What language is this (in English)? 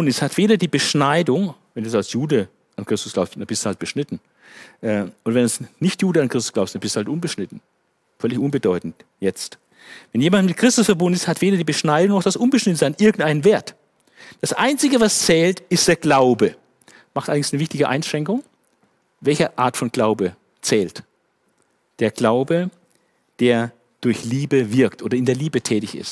German